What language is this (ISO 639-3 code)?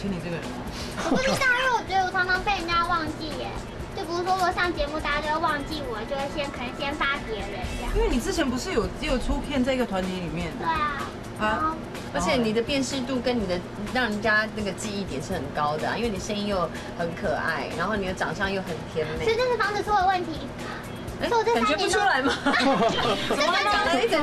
zho